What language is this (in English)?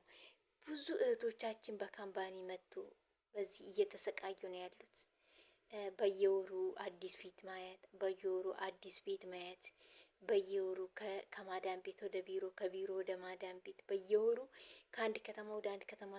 Amharic